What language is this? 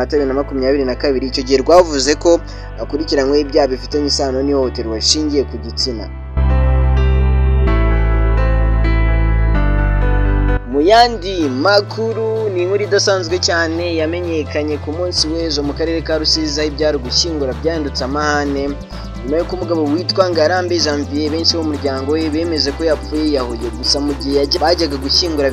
Kinyarwanda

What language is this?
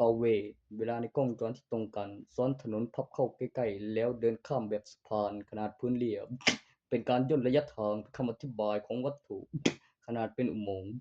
Northeastern Thai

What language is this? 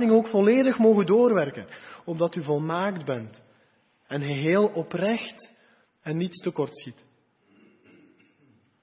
Dutch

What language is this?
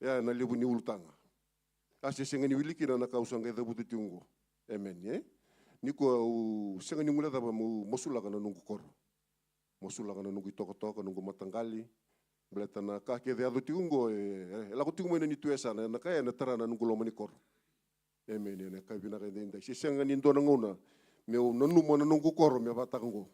Fijian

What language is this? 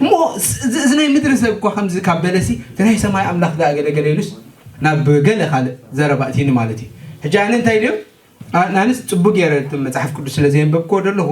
Tigrinya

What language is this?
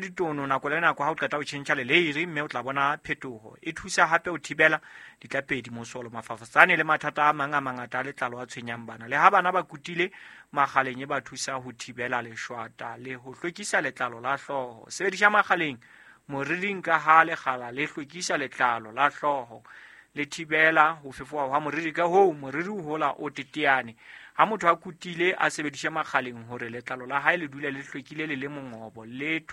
Southern Sotho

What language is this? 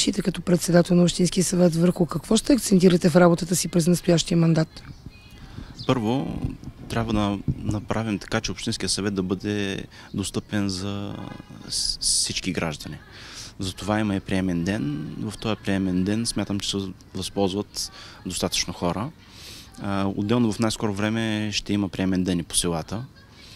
Bulgarian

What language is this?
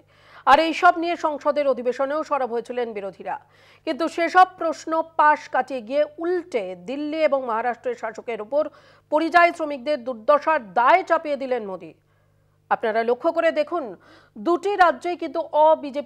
Bangla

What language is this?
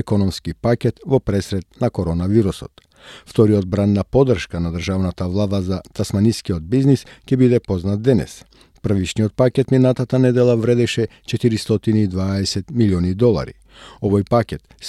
Macedonian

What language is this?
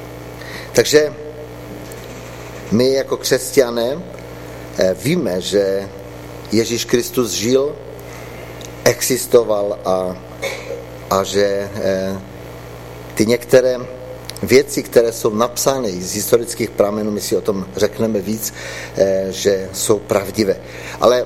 Czech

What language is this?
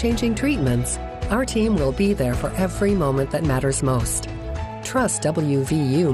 English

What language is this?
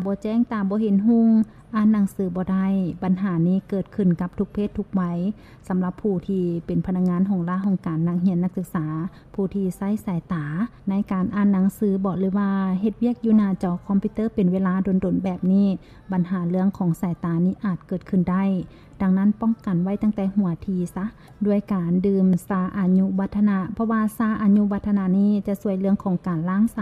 Lao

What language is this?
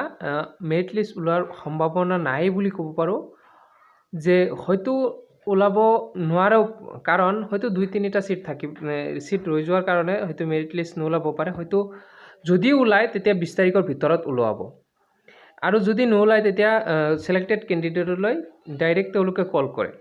Assamese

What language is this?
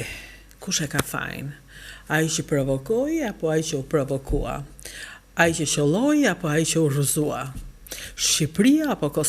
Albanian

